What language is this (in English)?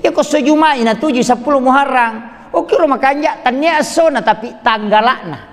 Buginese